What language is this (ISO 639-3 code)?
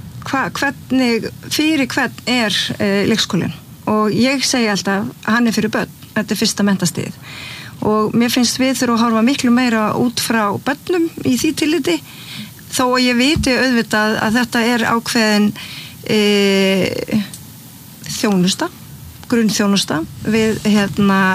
isl